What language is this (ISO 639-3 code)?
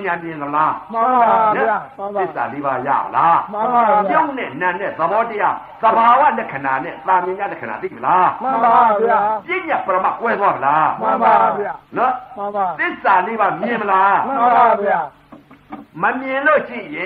mya